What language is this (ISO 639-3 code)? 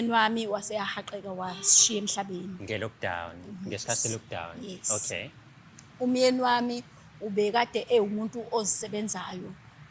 zul